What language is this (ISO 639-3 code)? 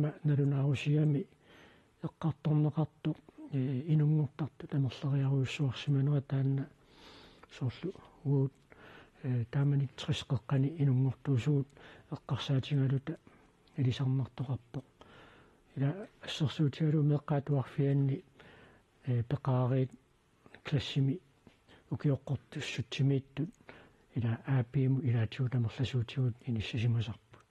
kal